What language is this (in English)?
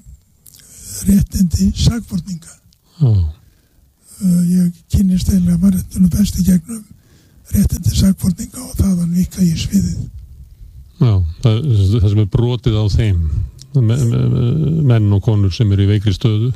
Icelandic